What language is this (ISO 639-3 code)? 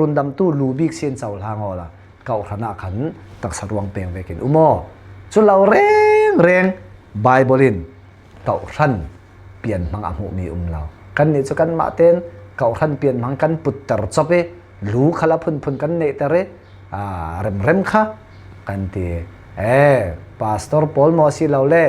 cfm